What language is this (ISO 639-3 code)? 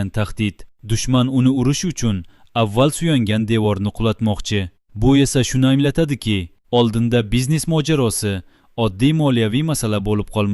uzb